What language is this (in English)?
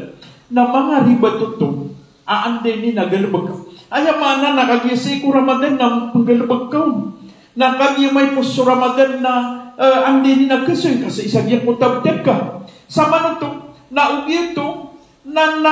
Maranao